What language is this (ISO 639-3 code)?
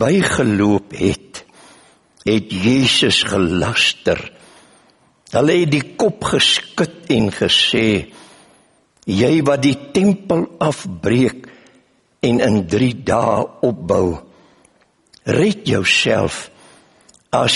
afr